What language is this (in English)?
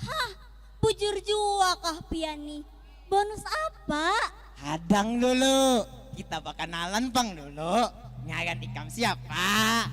Banjar